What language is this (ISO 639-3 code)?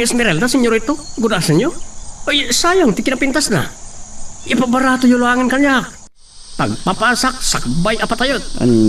ilo